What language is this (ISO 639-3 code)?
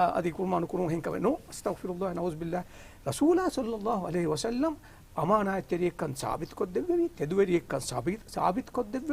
div